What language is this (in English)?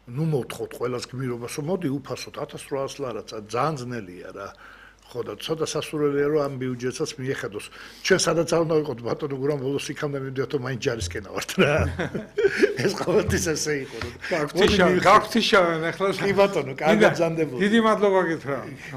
Georgian